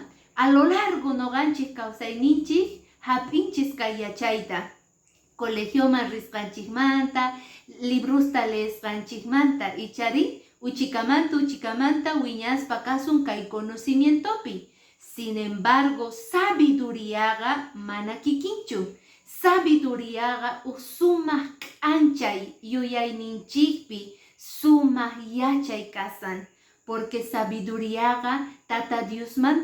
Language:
Quechua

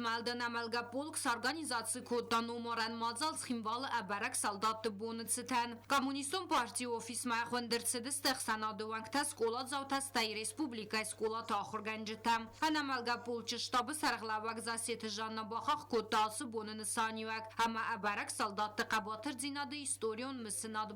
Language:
Ossetic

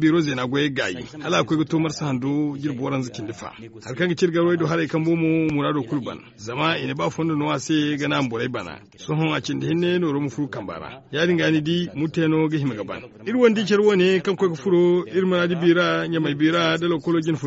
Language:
Zarma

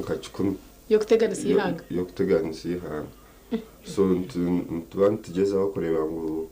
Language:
Nyankole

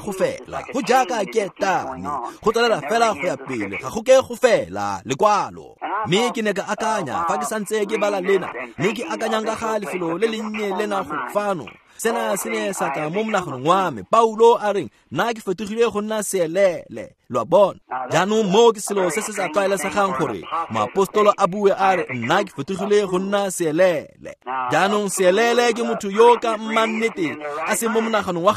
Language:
Tswana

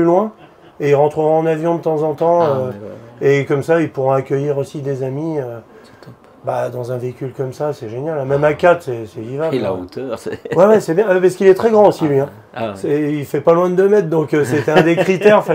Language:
French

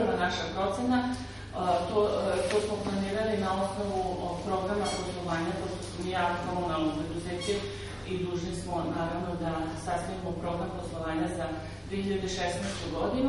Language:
Serbian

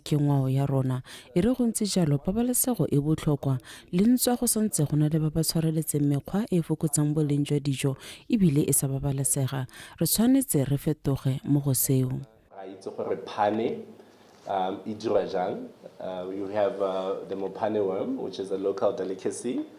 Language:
Tswana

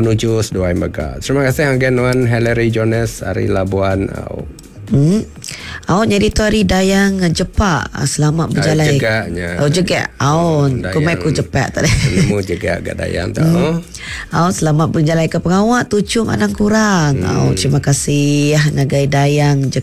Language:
Iban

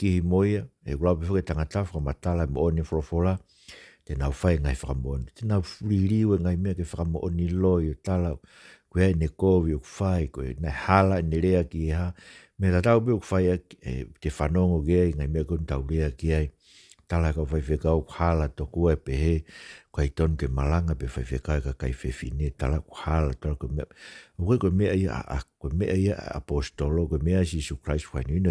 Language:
Tongan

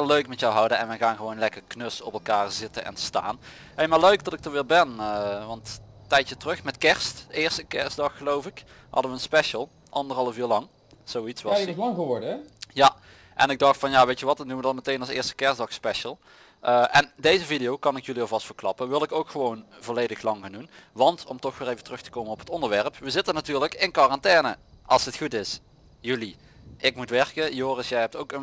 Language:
Dutch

